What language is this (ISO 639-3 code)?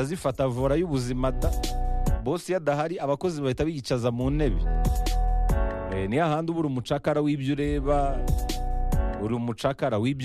kin